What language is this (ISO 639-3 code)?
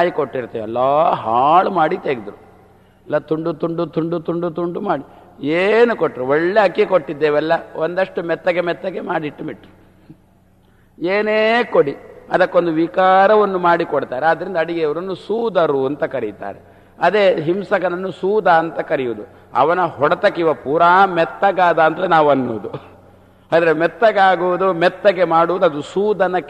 kan